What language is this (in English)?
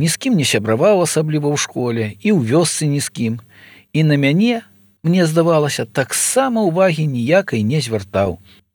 Belarusian